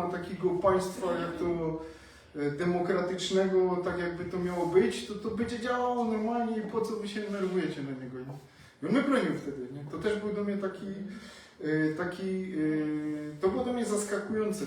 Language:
Silesian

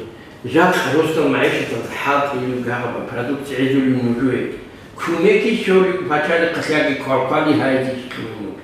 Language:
Avaric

